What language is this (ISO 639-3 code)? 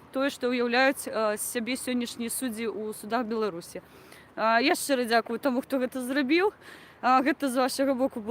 bel